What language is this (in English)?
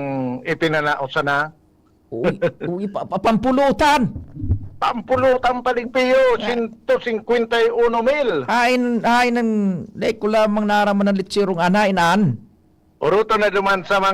Bikol